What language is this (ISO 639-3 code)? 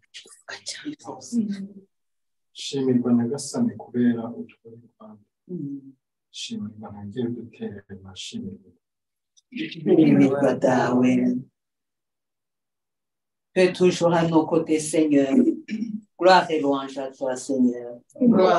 kin